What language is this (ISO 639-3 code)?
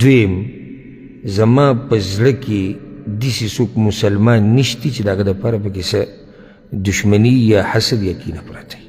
pus